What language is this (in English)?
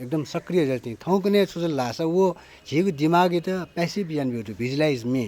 Newari